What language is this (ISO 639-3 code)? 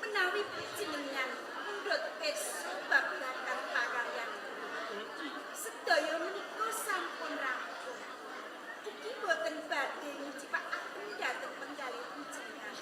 jav